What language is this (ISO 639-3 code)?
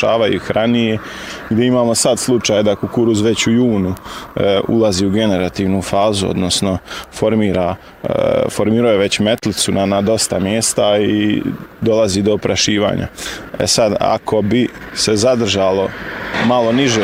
bos